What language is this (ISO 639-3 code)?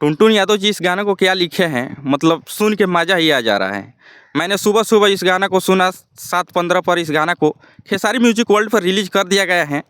bho